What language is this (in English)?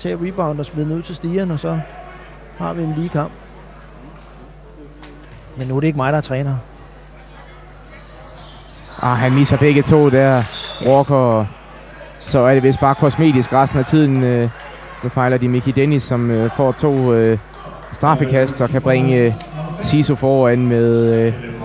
Danish